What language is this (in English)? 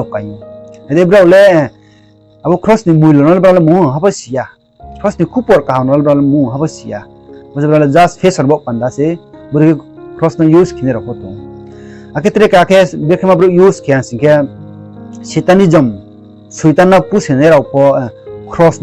Riang (India)